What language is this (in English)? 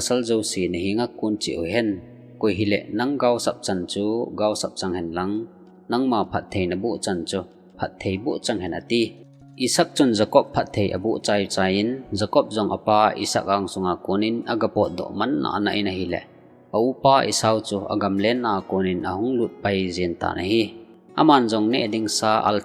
Thado Chin